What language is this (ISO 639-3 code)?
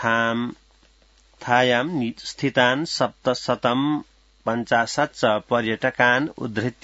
san